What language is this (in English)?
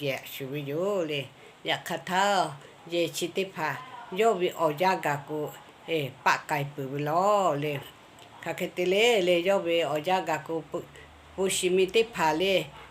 Lahu